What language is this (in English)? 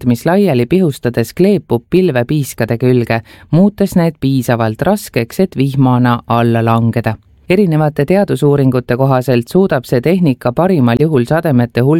Estonian